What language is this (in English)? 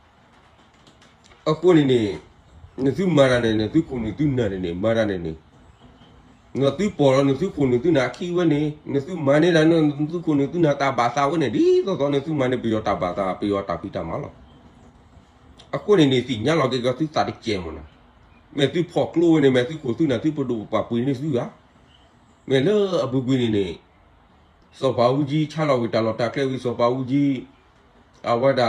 S'gaw Karen